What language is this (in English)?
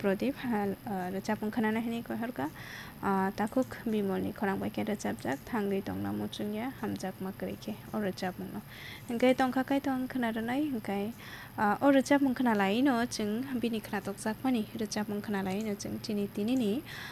Kok Borok